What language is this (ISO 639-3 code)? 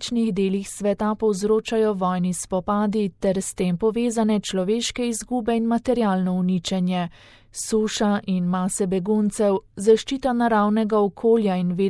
slv